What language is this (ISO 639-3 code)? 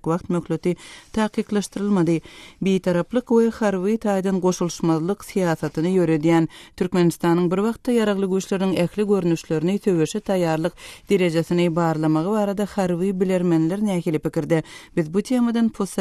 tuk